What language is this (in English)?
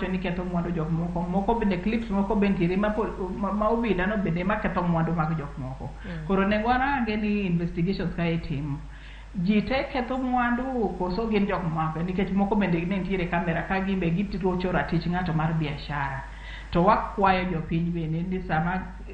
Luo (Kenya and Tanzania)